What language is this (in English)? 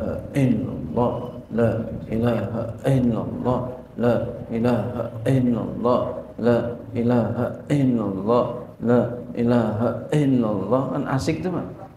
Indonesian